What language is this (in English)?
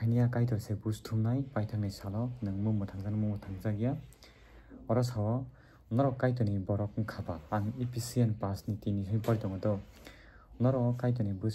Kok Borok